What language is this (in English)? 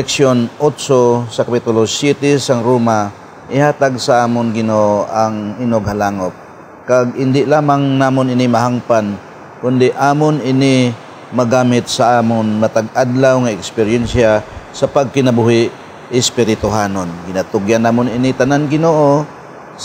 Hiligaynon